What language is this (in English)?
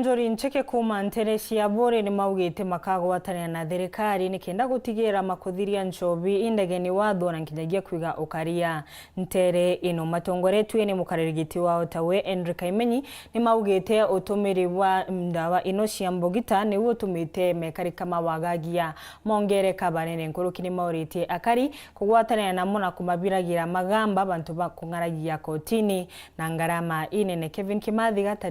Meru